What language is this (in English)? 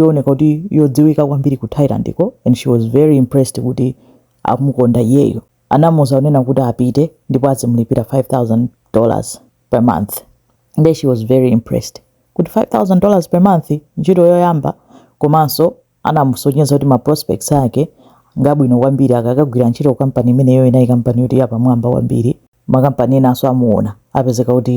Nyanja